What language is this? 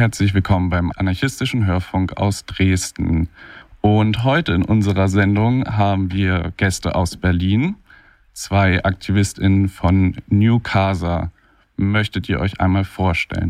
German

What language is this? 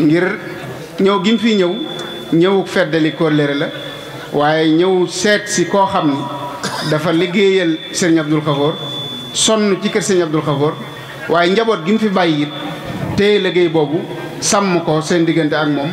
Wolof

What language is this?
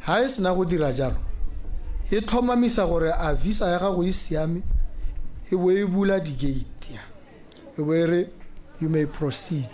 Tswana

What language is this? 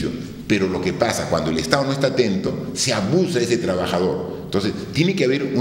Spanish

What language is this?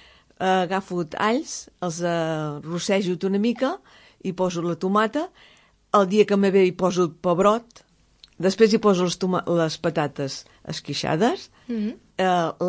Catalan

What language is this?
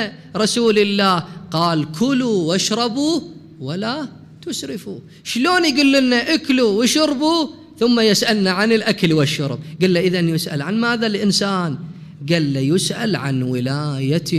Mesopotamian Arabic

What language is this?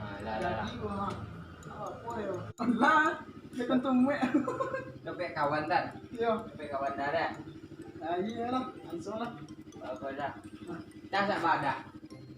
Minangkabau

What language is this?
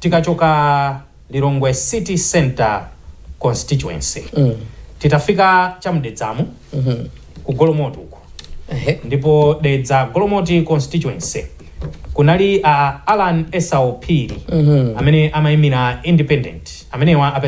Nyanja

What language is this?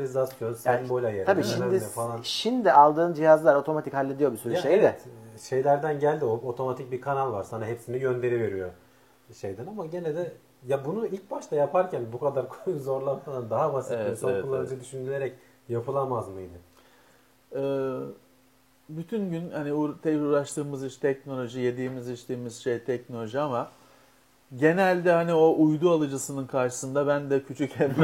Turkish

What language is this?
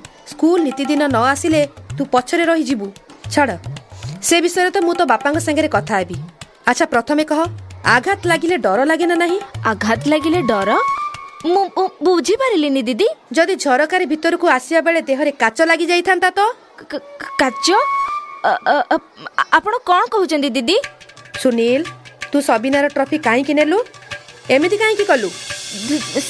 Odia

